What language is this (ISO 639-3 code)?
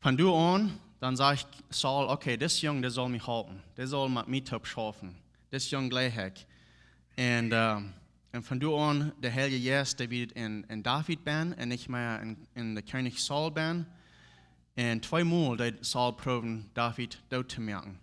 pdt